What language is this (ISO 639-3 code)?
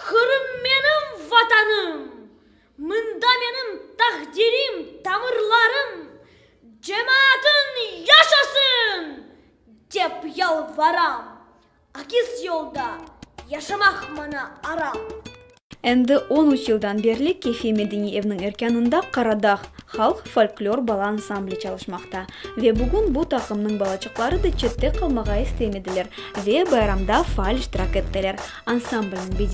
crh